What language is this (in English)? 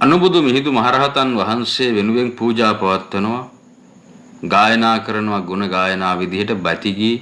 Sinhala